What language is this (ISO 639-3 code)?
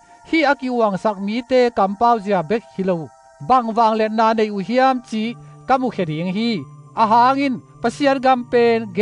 ctd